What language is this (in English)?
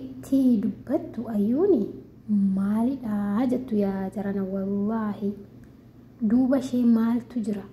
Oromo